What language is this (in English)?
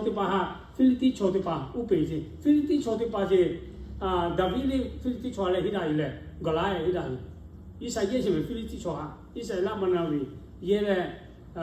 Lahu